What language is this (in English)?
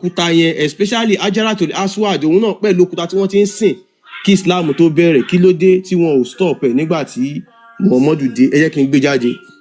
Yoruba